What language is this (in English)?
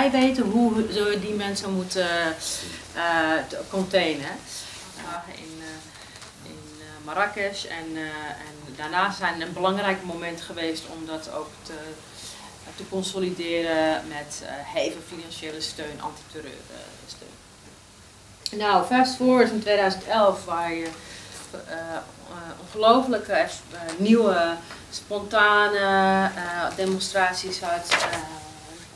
Dutch